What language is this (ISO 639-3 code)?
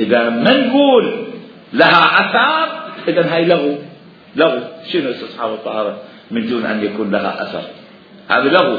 acm